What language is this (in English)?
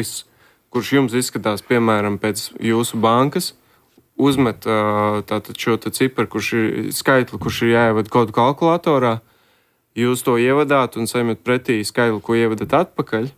Latvian